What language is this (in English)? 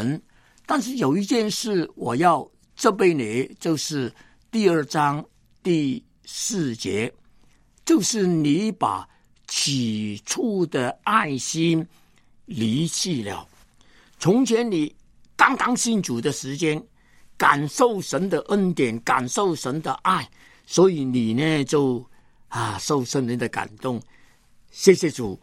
Chinese